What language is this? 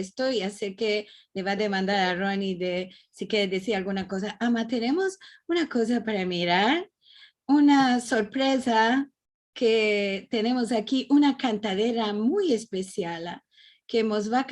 Ladino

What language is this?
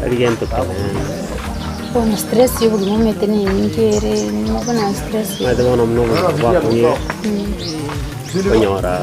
Gusii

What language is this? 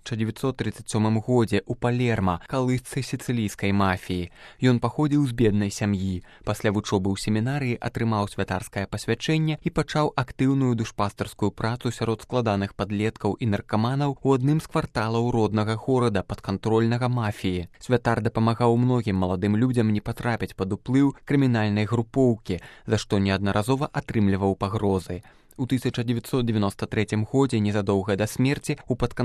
Belarusian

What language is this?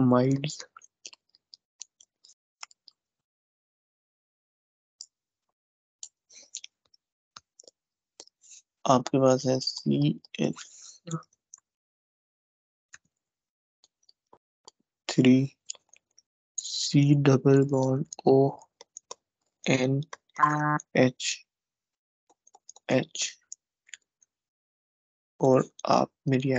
Hindi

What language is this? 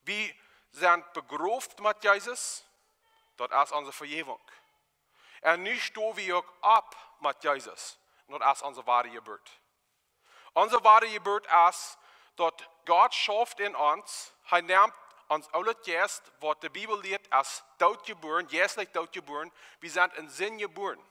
Plautdietsch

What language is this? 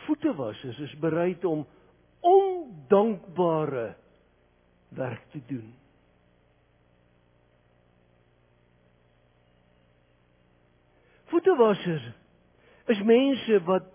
Afrikaans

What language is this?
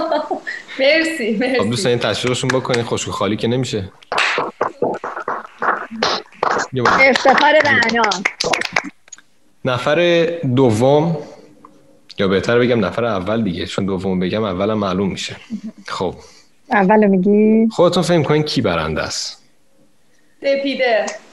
Persian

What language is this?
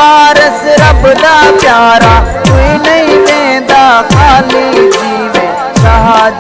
Saraiki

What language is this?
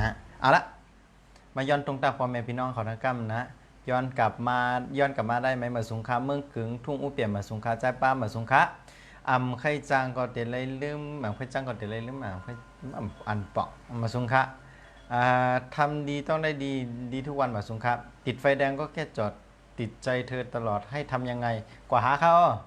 Shan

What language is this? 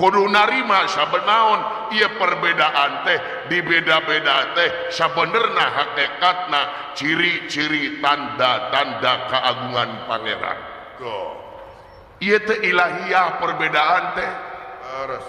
Sundanese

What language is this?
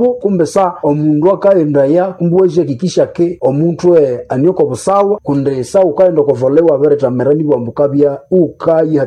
Nande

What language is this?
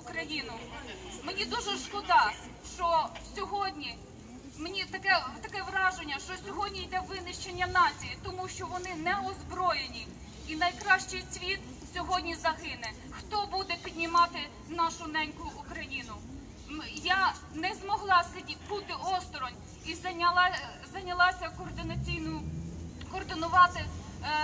Ukrainian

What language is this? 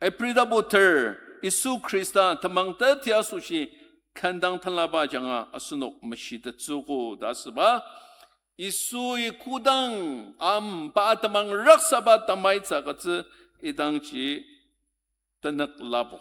Ao Naga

